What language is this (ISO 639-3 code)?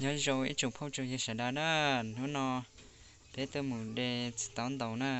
hmn